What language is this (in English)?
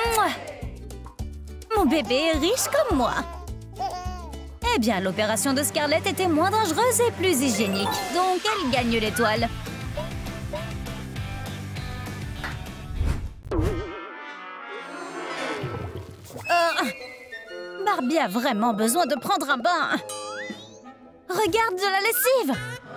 French